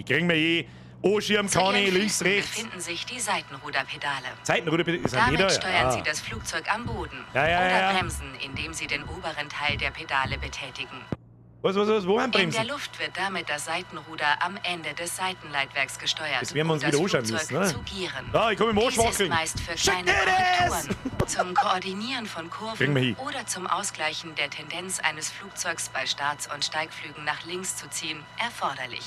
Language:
Bavarian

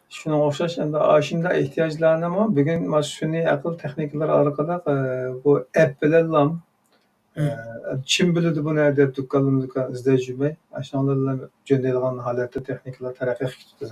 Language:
Uyghur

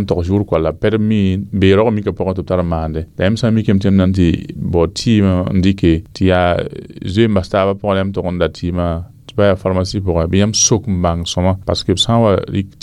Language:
Mossi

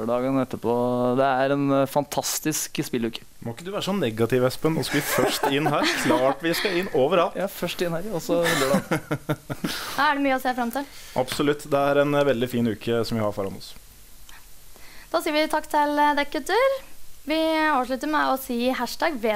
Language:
Norwegian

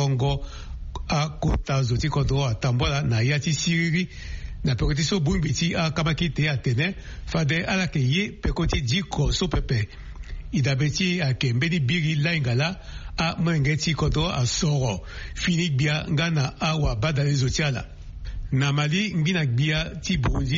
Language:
Sango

